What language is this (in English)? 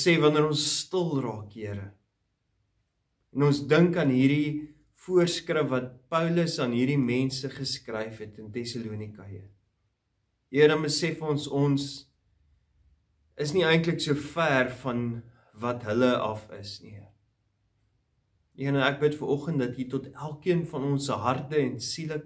Afrikaans